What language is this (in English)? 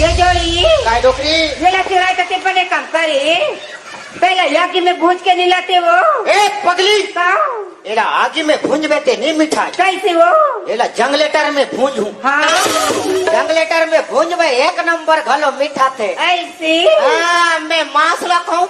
Chhattisgarhi